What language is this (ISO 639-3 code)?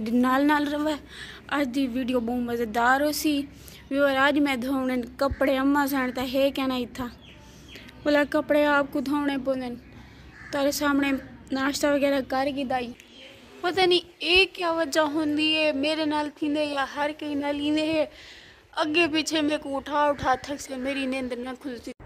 skr